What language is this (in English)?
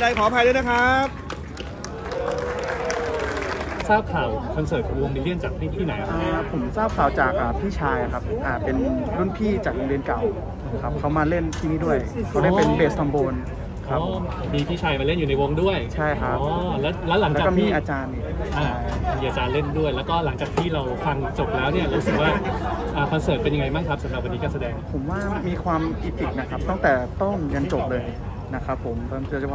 Thai